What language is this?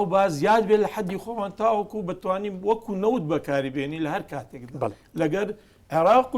Central Kurdish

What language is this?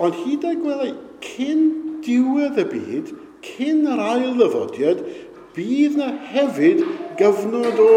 Welsh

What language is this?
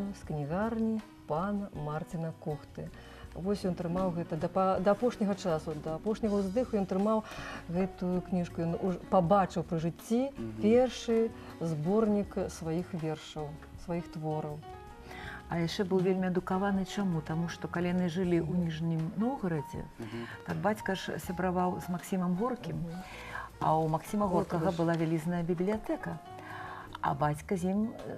Belarusian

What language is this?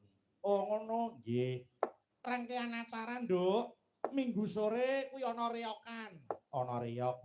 Javanese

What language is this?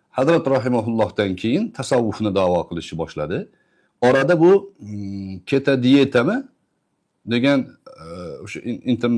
Uzbek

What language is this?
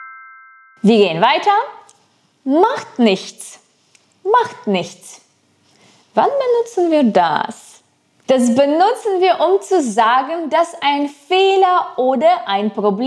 German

